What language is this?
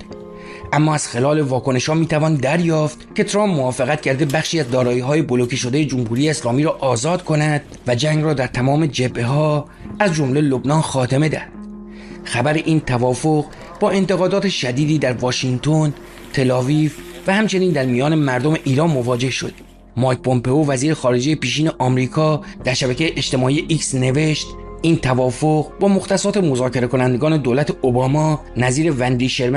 Persian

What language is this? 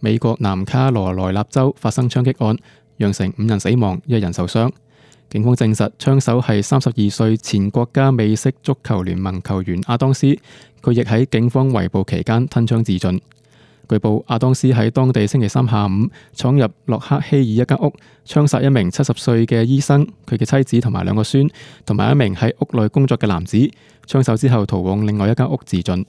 Cantonese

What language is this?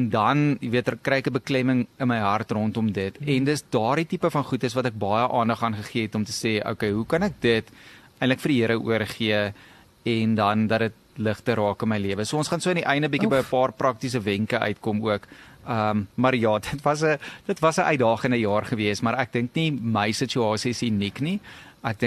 Afrikaans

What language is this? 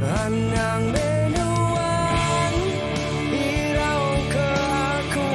Iban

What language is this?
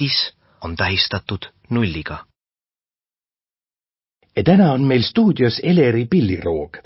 Estonian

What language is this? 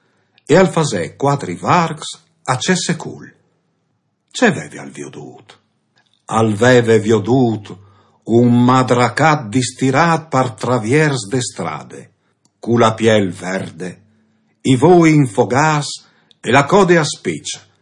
Friulian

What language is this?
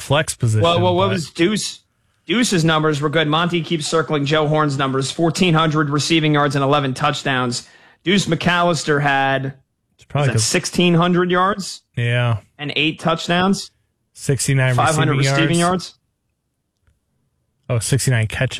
English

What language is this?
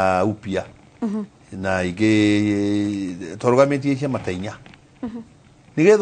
Kikuyu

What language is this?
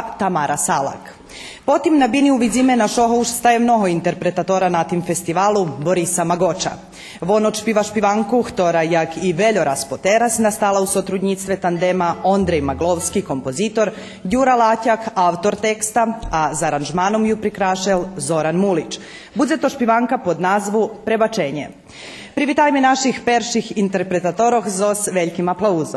Rusyn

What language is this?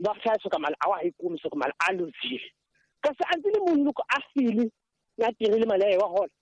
Tsonga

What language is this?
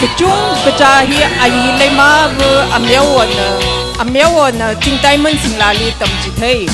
Tangkhul Naga (India)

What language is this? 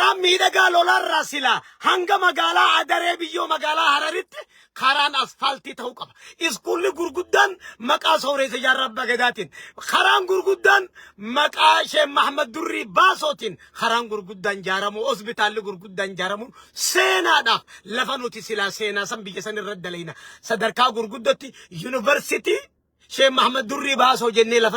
Oromo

